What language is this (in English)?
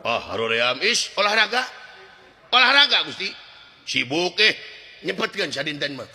Sundanese